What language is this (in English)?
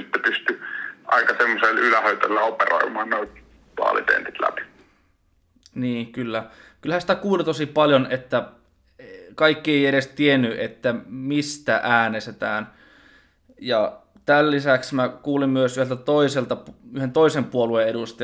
Finnish